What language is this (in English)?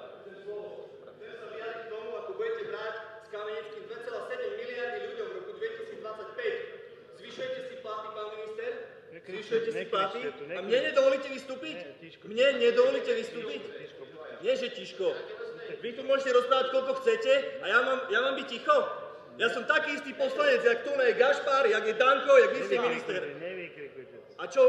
Slovak